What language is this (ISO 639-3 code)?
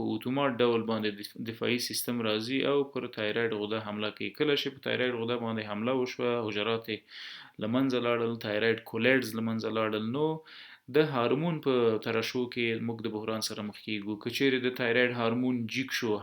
pus